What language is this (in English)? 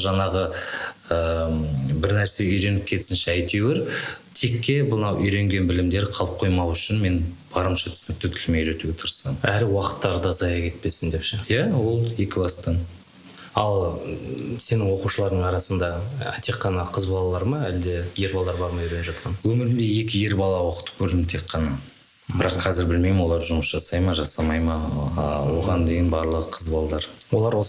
Kazakh